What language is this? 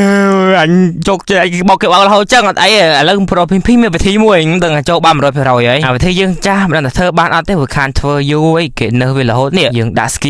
Khmer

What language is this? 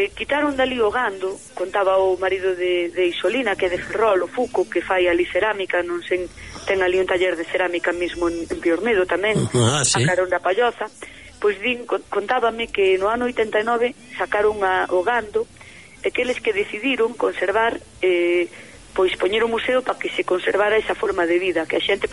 Galician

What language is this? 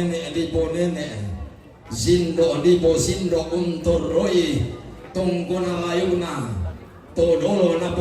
Toraja-Sa'dan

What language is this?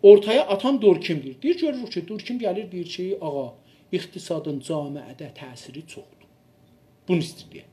South Azerbaijani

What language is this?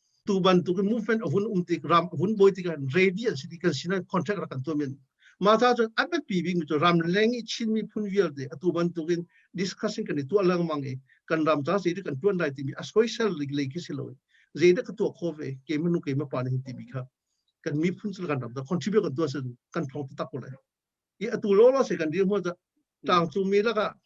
Hakha Chin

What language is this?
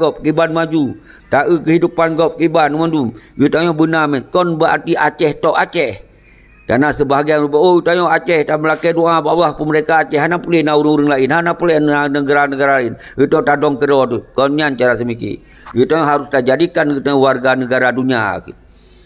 Achinese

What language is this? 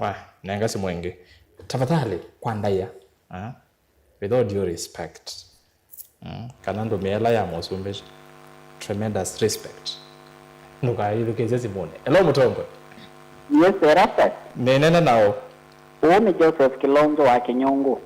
Kamba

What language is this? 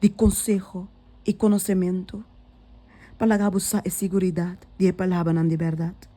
Papiamento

